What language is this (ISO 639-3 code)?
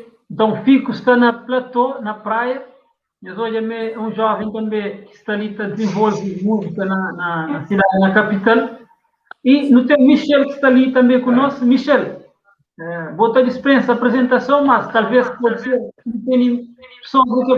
kea